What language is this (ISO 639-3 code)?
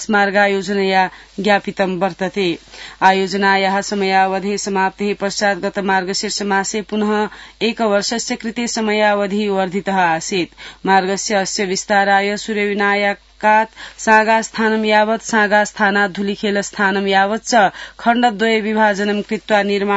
san